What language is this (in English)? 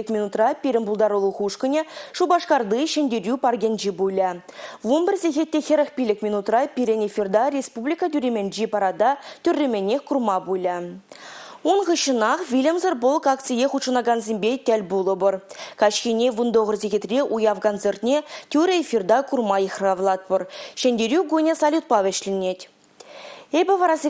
Chuvash